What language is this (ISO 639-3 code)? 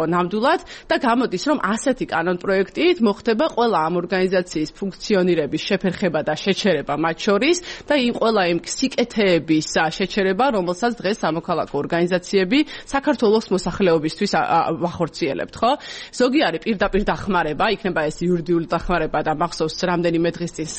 kat